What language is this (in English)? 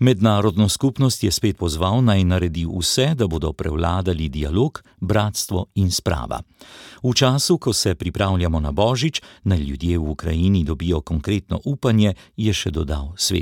Slovenian